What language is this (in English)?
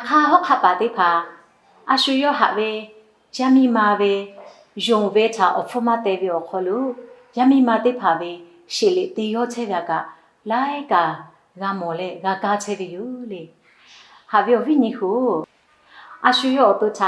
Lahu